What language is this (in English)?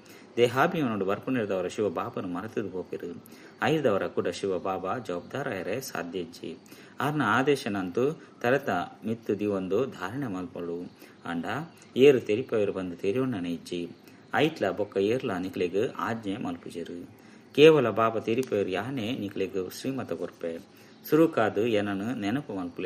Tulu